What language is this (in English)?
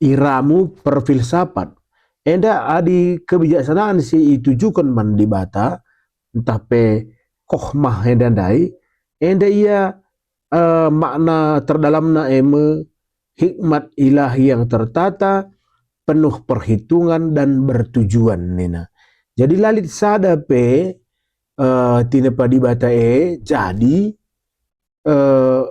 Batak Karo